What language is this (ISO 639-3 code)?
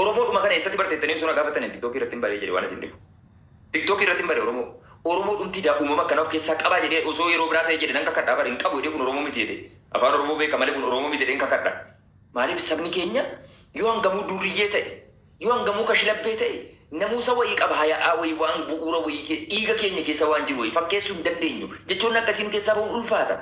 orm